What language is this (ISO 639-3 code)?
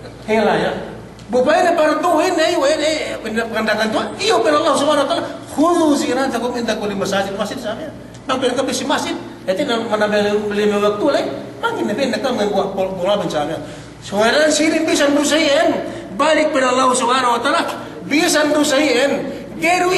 yka